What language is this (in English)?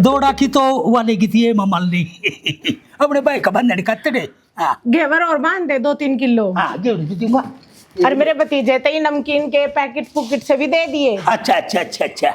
Haryanvi